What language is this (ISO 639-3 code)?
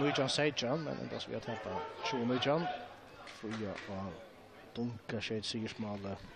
fao